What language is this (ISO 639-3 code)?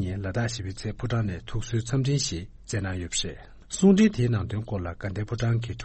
bod